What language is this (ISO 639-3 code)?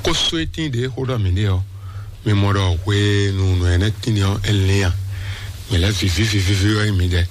fon